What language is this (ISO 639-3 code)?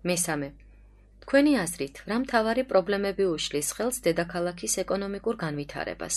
kat